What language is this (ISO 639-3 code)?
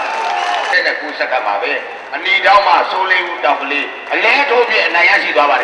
mya